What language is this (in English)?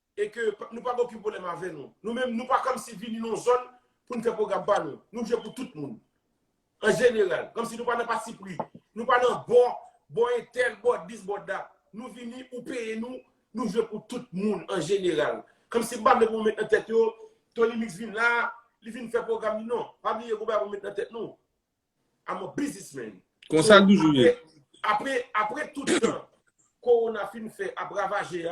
Haitian Creole